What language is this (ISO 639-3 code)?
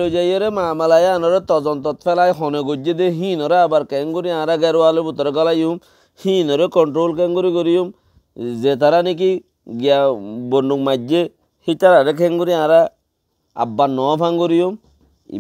rhg